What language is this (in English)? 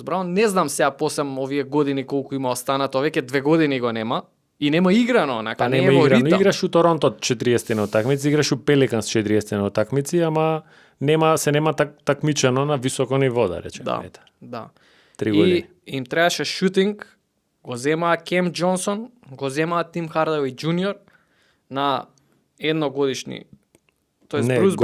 Macedonian